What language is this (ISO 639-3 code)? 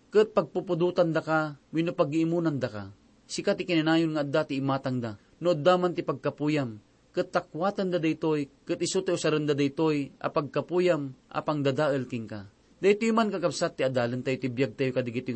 ilo